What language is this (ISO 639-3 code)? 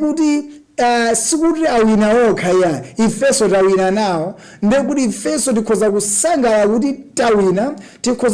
nya